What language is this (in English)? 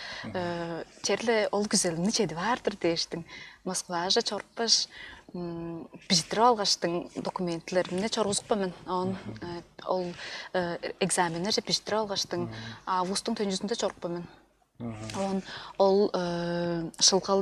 Tuvinian